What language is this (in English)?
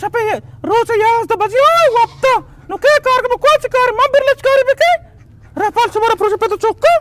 Eastern Balochi